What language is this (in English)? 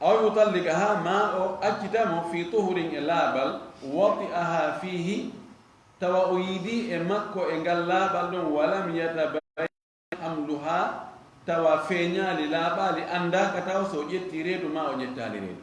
Fula